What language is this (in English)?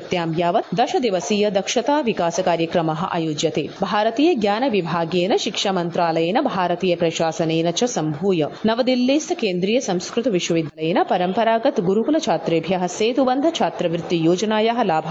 Sanskrit